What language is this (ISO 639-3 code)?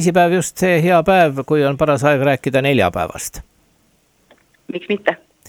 est